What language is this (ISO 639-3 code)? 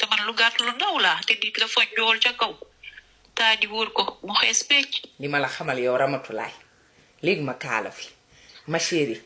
wol